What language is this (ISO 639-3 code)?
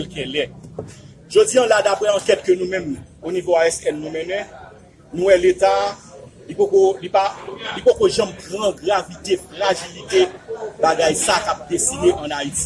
hat